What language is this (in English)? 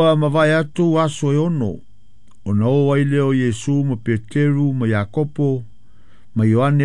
Samoan